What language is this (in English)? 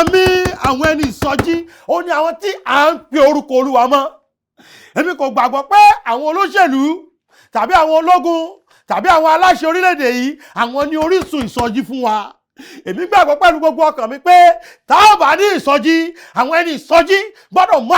Yoruba